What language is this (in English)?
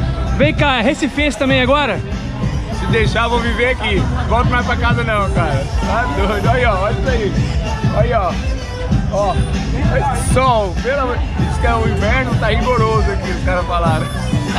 Portuguese